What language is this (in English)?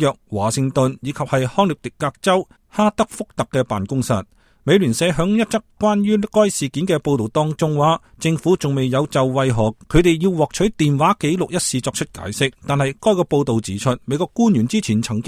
Cantonese